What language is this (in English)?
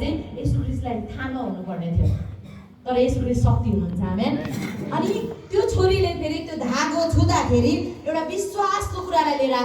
Nepali